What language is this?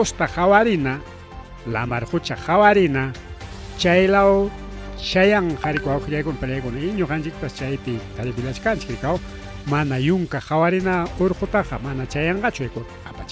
Ayacucho Quechua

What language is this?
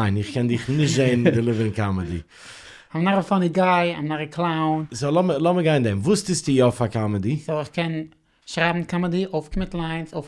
Yiddish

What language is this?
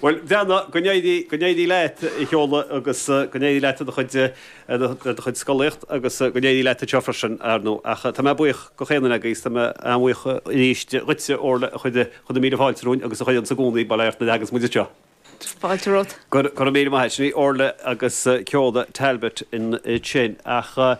Irish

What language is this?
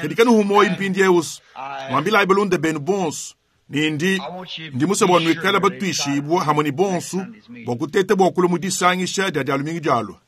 Luba-Lulua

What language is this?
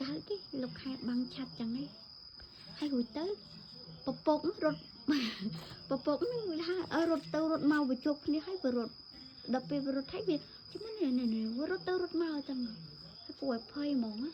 Khmer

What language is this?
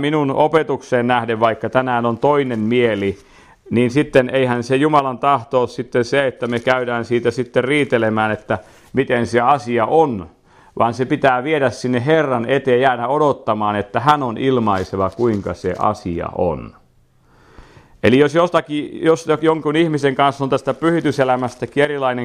Finnish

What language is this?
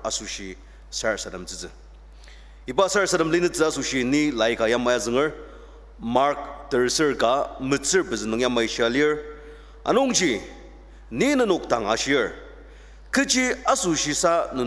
Ao Naga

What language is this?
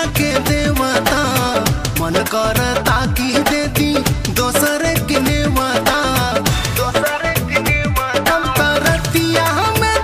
Bhojpuri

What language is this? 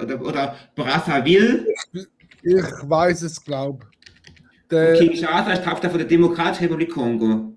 Swiss German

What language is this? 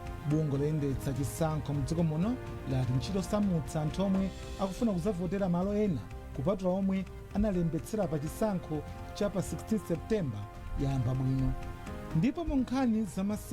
Nyanja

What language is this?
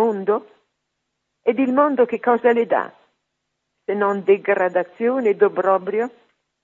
Italian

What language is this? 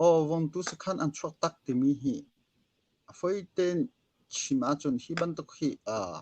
Hakha Chin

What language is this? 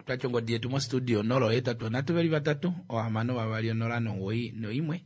Kuanyama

